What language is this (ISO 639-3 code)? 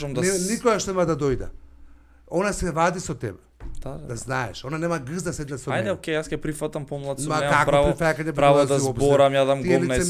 mkd